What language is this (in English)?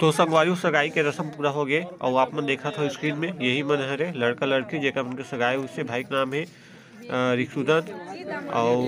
Chhattisgarhi